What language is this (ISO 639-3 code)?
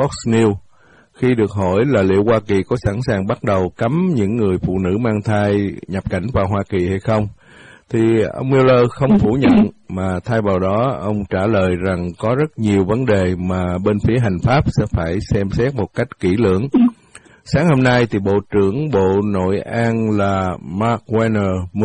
vie